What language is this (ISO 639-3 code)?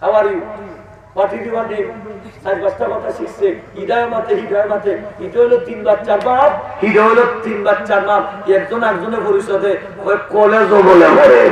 syl